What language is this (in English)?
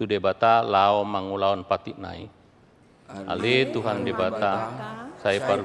Batak Toba